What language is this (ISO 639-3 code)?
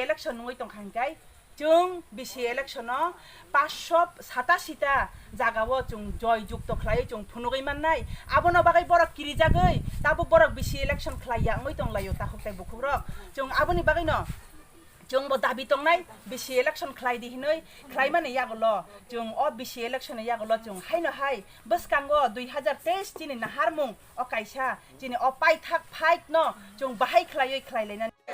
trp